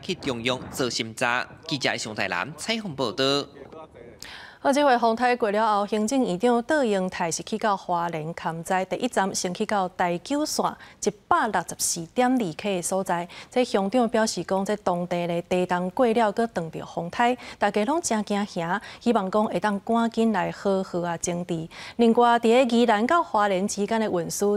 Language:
Min Nan Chinese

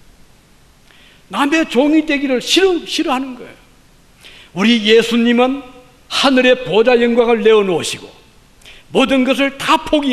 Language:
Korean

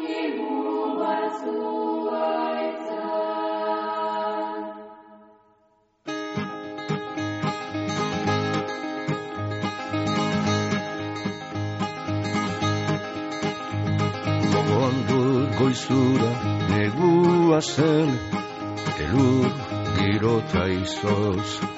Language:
Basque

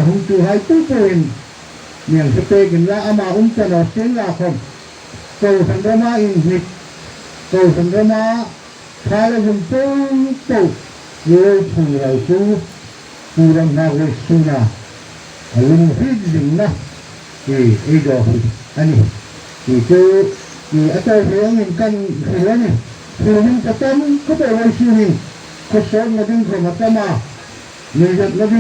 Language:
Hmar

